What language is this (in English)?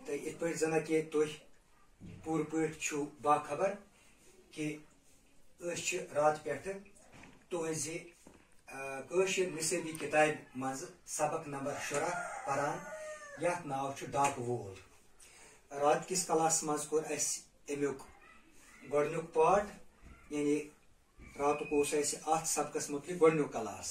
Kashmiri